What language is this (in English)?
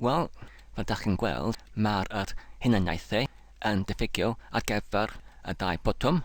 Welsh